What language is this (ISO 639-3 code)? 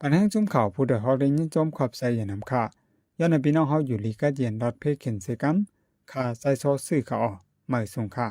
shn